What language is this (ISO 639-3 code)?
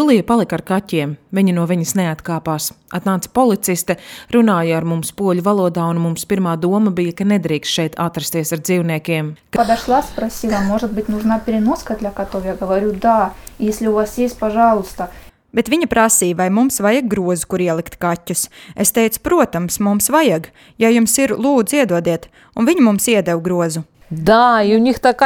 lav